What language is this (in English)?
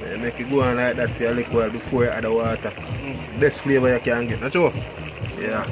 Jamaican Creole English